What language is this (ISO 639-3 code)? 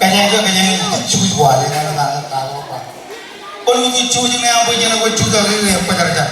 mah